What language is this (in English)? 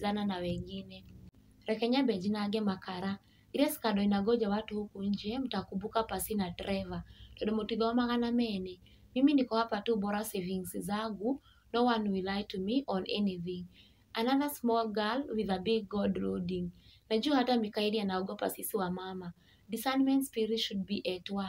Kikuyu